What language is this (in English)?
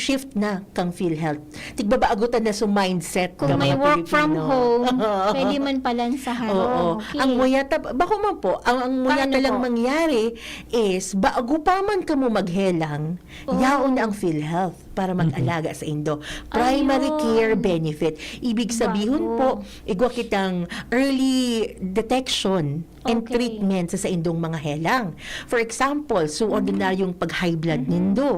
Bikol